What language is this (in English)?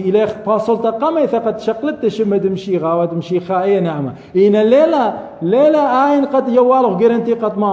Assyrian Neo-Aramaic